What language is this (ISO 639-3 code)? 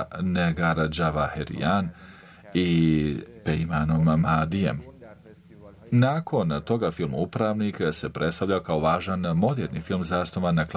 bos